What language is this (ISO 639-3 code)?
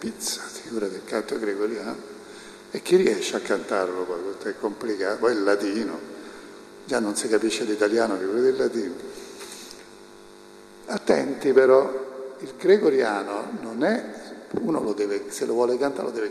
ita